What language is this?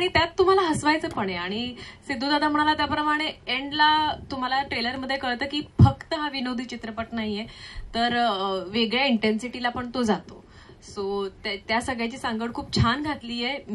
Marathi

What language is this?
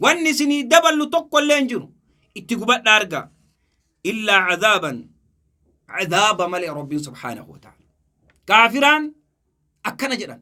Oromo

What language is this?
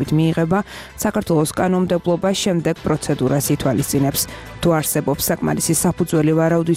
Georgian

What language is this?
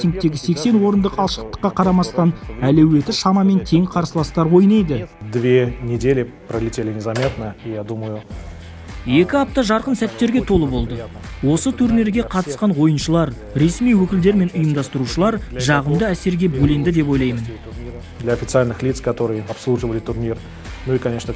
Kazakh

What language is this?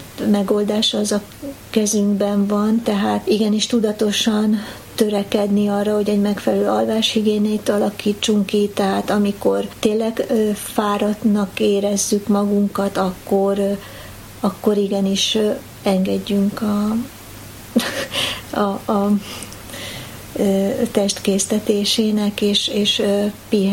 Hungarian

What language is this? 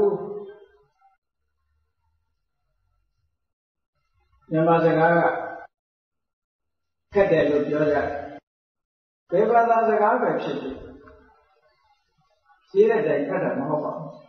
Burmese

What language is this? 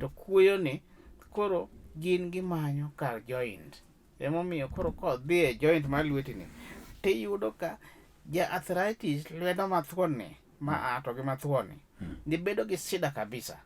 Luo (Kenya and Tanzania)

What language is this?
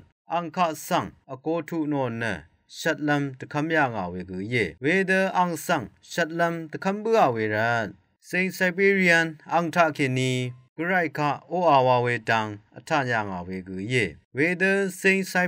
Rawang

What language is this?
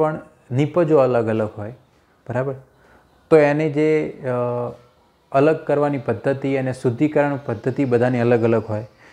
Gujarati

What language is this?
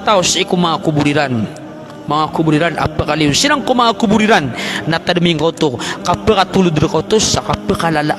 Maranao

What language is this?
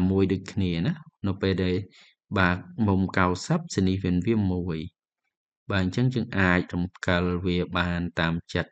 Khmer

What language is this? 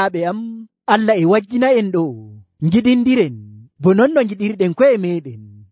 Nigerian Fulfulde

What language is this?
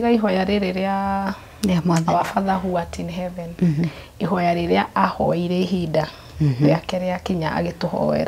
Kikuyu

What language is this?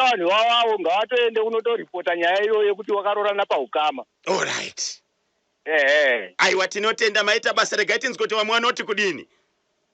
Shona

